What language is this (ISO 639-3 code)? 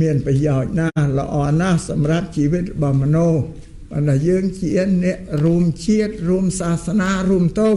khm